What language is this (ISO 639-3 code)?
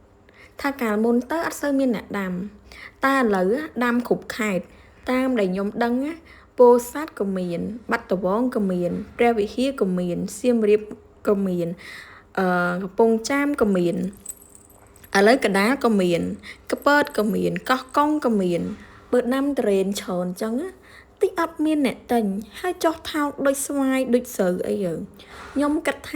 khm